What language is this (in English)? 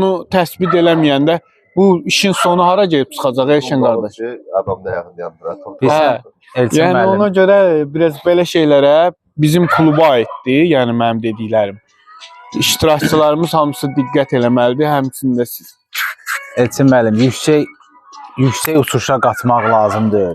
Azerbaijani